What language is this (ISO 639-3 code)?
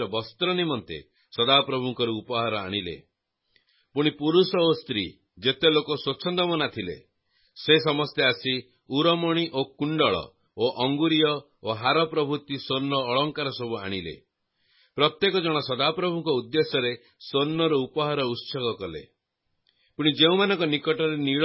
ori